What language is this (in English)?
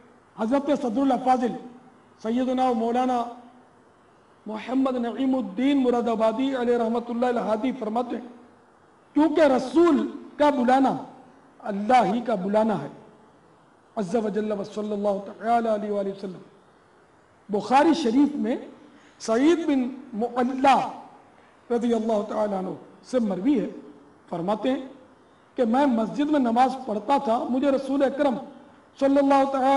Urdu